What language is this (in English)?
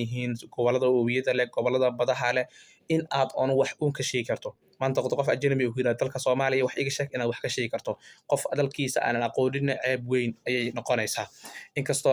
Somali